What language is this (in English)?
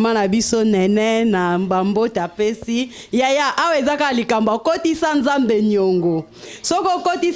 Lingala